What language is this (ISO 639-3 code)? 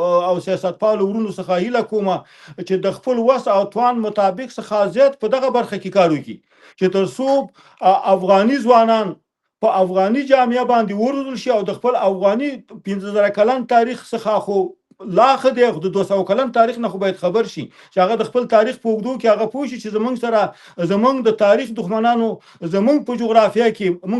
pus